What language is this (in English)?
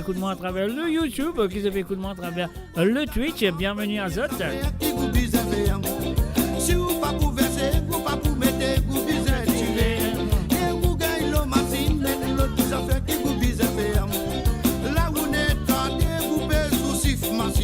Morisyen